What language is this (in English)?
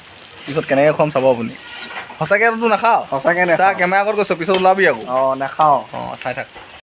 Assamese